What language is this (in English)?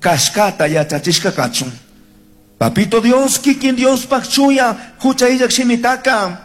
Chimborazo Highland Quichua